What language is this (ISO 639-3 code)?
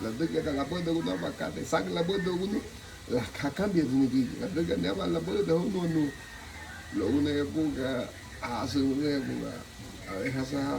cab